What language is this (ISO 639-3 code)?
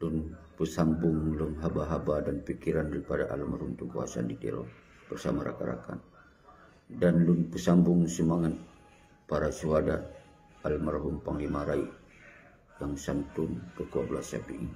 ace